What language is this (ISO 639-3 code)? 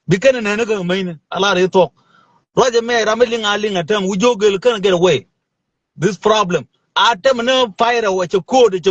nus